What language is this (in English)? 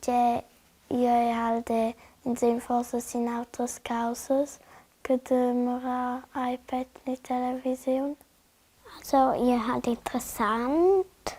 Romansh